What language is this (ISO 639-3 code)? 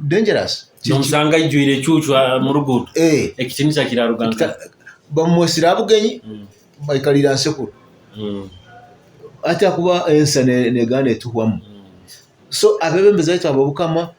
nyo